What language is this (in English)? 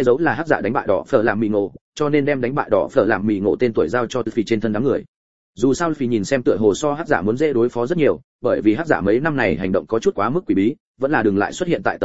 Vietnamese